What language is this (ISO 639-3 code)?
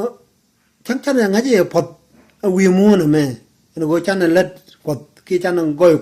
nus